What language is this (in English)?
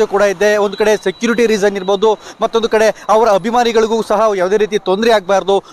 Kannada